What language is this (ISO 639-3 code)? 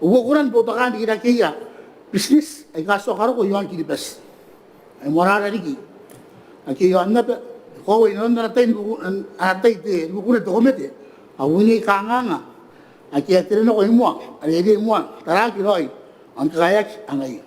gil